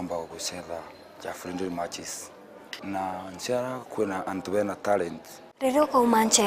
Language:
Meru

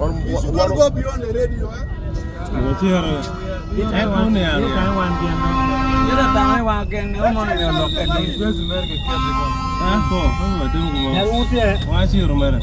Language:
Acoli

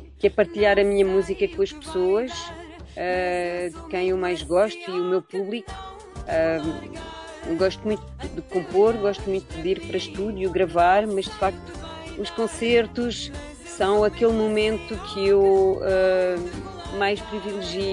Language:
Portuguese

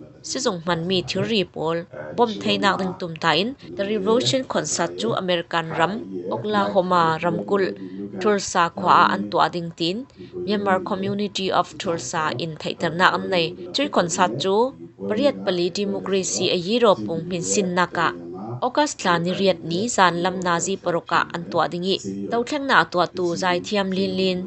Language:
Falam Chin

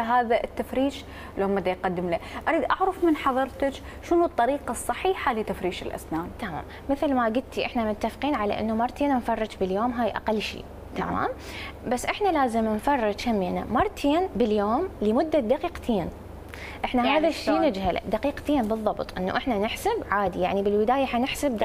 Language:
Mesopotamian Arabic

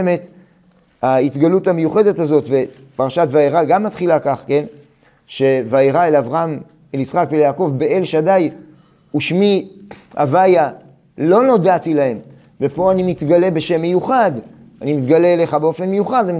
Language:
Hebrew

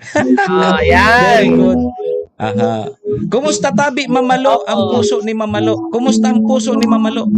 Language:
Bikol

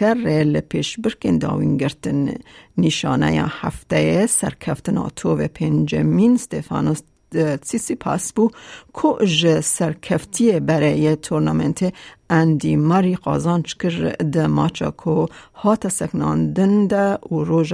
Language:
Kurdish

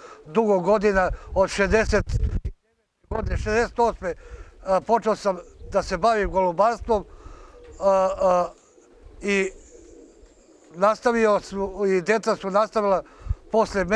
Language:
Serbian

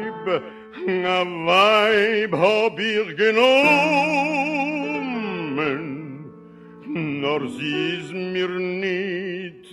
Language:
Yiddish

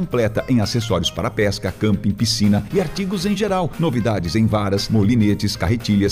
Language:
Portuguese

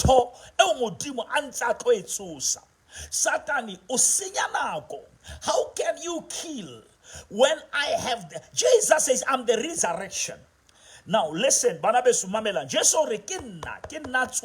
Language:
Southern Sotho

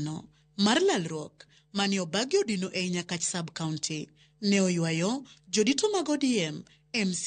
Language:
Luo (Kenya and Tanzania)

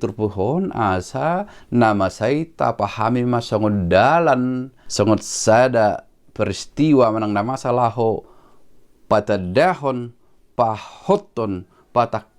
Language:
Batak Toba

